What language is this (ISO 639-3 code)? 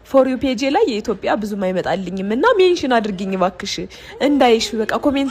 amh